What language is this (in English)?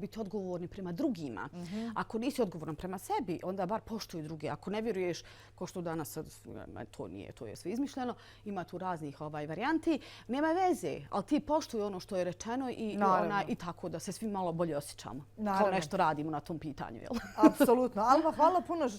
Bosnian